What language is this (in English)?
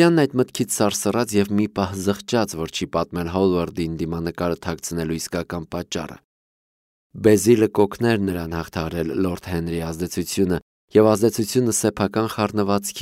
Armenian